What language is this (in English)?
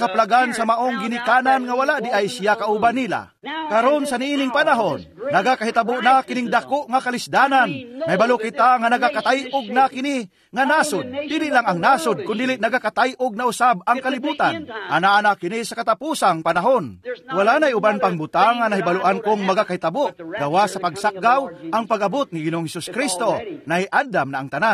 Cebuano